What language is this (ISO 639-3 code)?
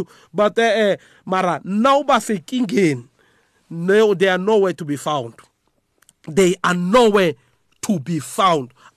nbl